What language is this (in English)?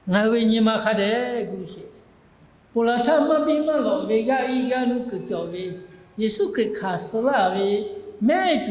Lahu